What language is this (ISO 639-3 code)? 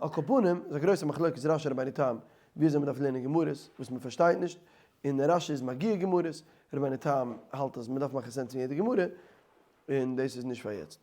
yid